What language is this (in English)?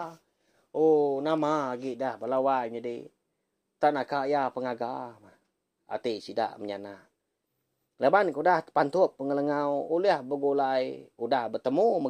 Iban